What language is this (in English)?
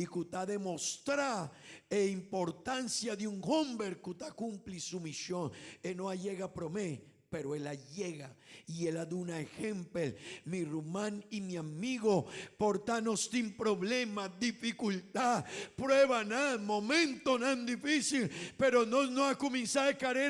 Papiamento